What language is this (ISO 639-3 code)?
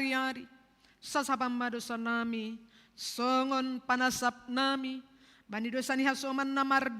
bts